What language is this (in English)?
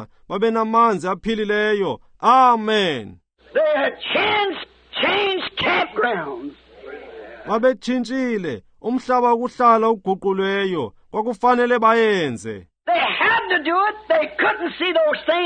Xhosa